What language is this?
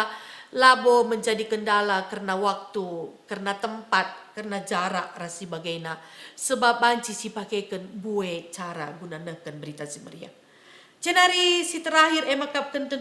Batak Karo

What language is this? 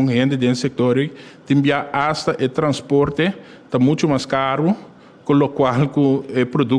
Papiamento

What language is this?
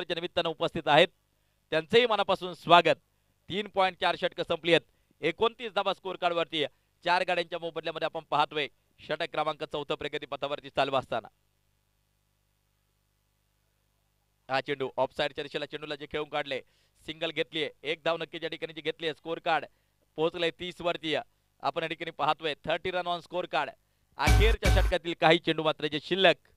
Marathi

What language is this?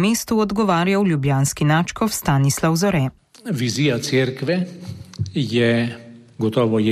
Slovenian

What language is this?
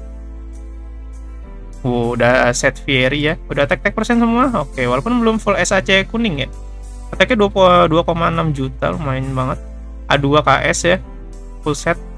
Indonesian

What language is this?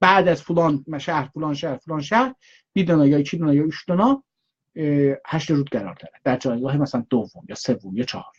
South Azerbaijani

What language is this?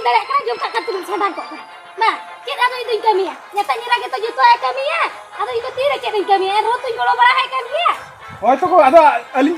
Santali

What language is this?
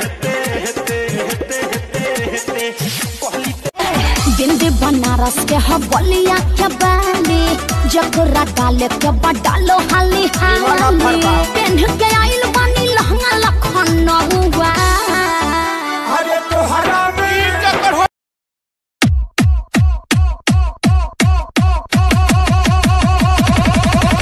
Bhojpuri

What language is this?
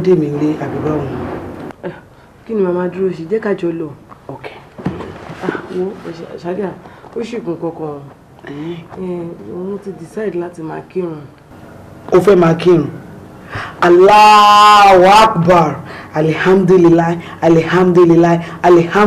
Yoruba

